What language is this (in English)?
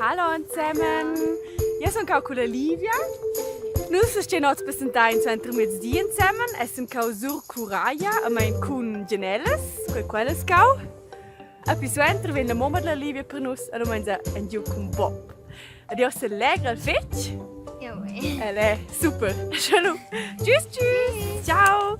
Romansh